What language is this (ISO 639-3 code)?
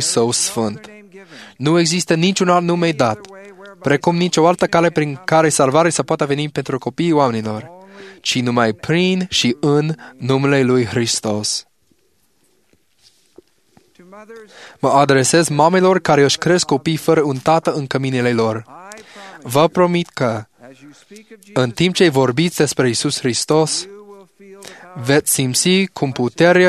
ron